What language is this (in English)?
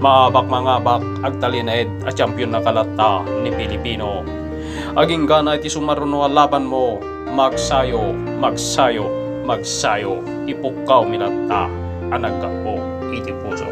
Iloko